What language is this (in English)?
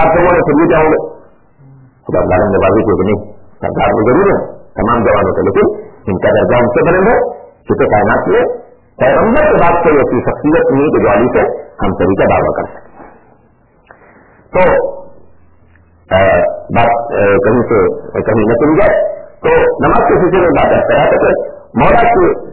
Urdu